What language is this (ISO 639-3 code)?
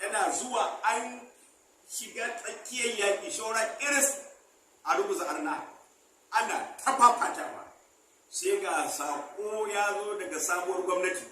hau